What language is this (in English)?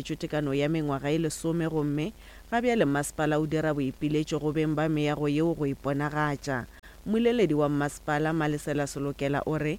Northern Sotho